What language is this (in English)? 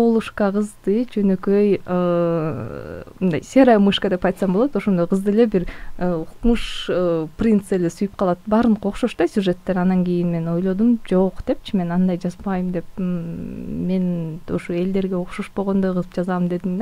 Kyrgyz